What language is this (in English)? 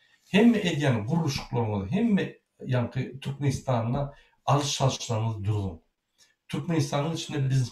Turkmen